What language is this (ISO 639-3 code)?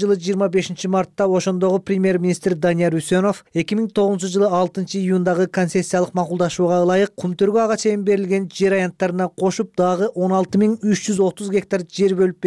kir